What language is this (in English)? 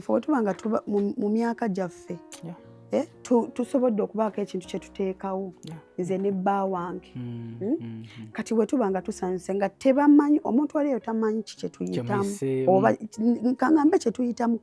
Ganda